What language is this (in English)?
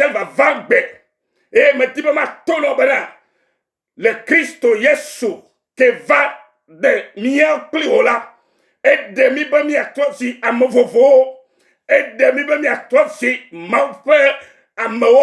Ewe